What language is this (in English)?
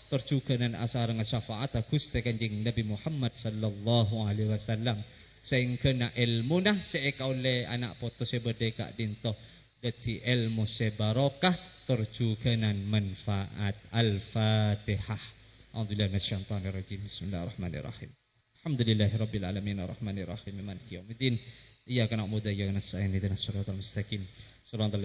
Madurese